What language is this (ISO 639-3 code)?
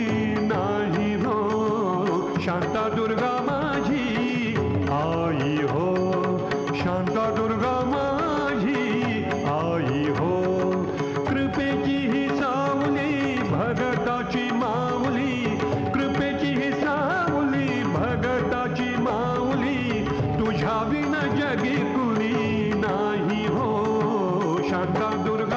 mar